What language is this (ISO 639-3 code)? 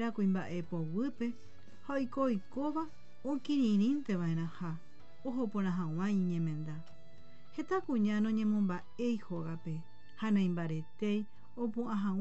grn